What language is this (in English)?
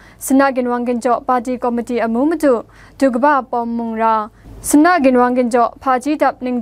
Kachin